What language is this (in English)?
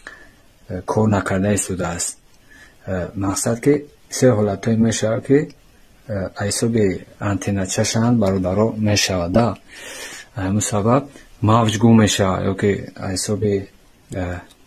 Tajik